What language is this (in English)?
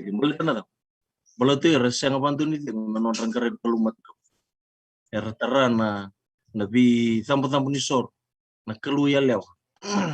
Fijian